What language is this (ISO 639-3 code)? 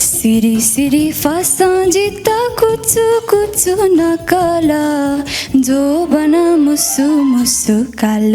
new